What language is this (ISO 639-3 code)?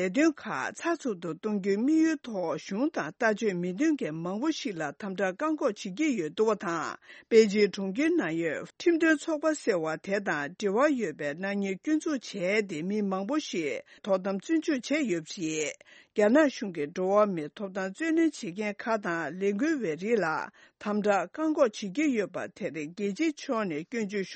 bod